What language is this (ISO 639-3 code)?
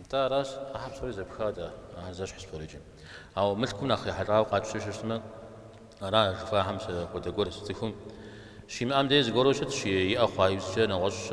kbd